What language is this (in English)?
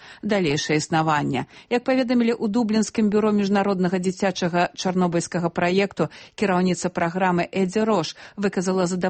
Belarusian